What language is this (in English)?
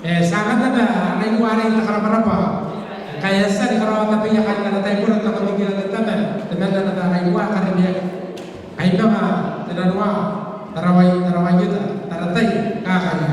Gilbertese